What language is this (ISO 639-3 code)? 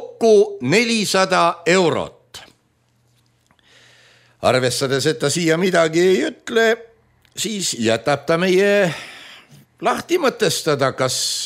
est